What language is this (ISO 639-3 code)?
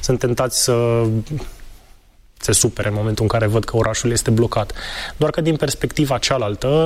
ron